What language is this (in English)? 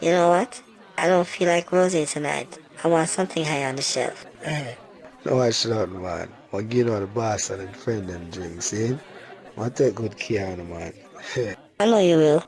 Jamaican Creole English